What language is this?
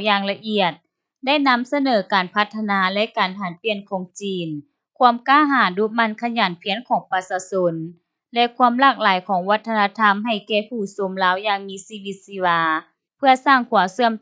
Lao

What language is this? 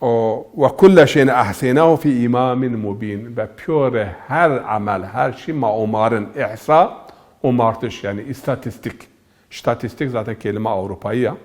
Zaza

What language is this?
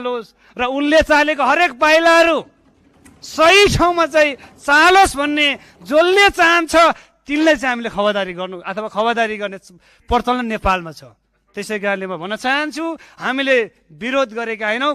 Nepali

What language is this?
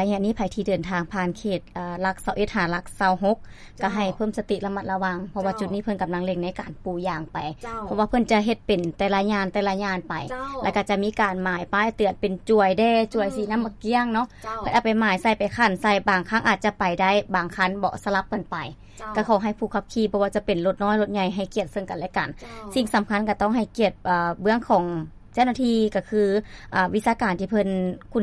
Lao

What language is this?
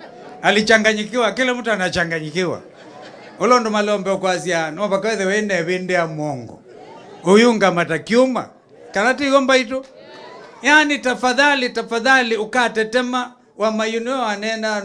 Kamba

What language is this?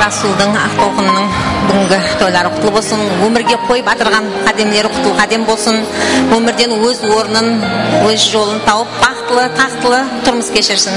Kara-Kalpak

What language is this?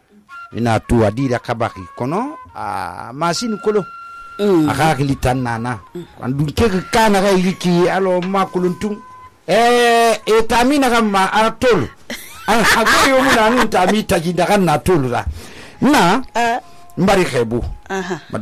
Susu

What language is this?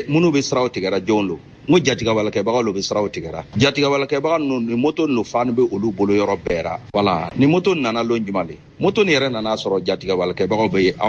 Bambara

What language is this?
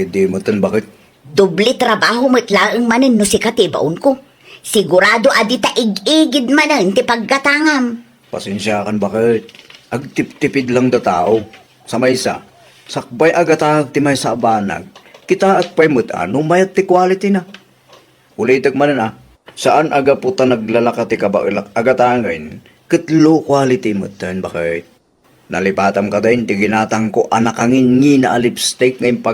Iloko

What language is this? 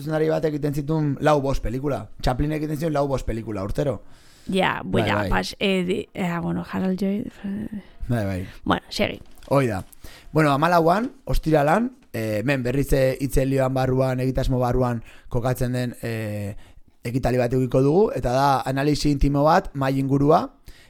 Basque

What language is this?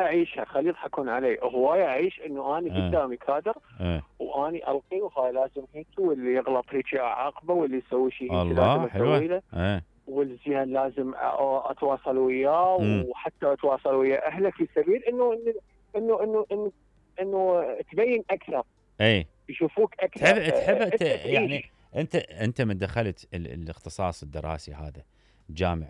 Mesopotamian Arabic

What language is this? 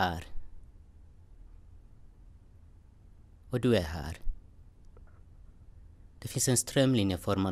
Swedish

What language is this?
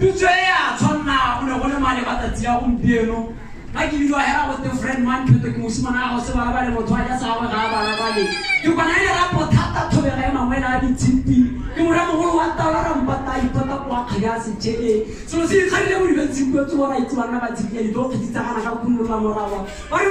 Tswana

